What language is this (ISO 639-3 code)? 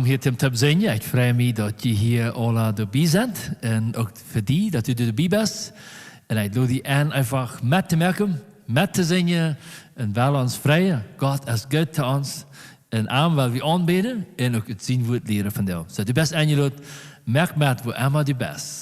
pdt